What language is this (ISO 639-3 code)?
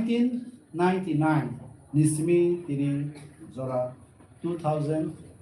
trp